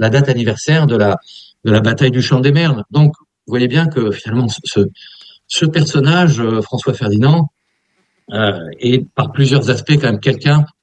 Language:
French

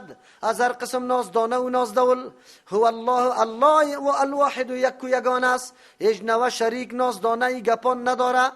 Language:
Persian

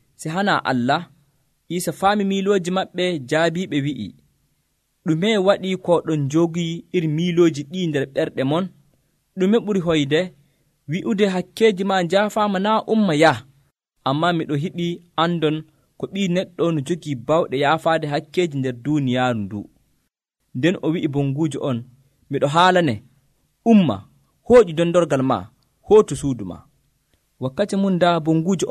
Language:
Nigerian Fulfulde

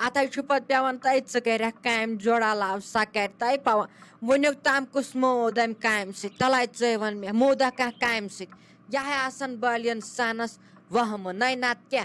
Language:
Kashmiri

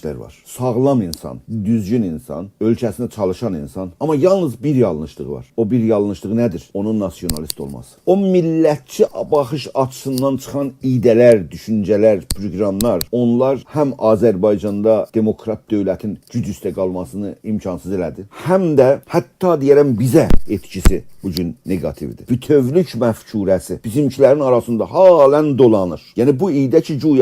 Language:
South Azerbaijani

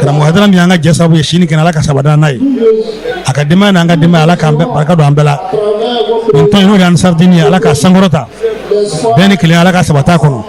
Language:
Bambara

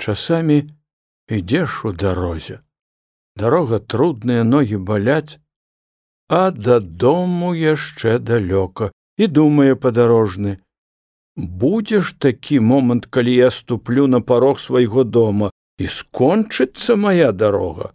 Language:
Belarusian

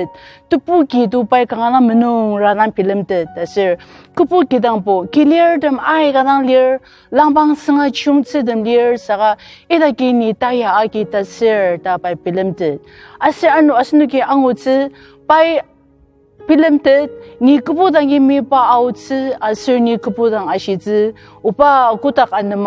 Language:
Ao Naga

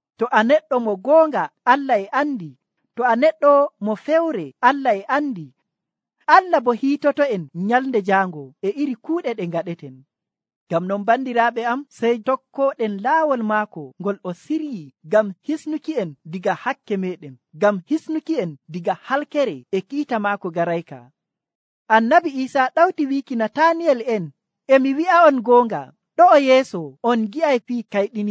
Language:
Nigerian Fulfulde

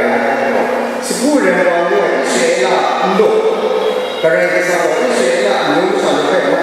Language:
Kachin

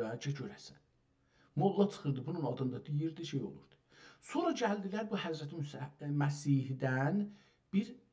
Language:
South Azerbaijani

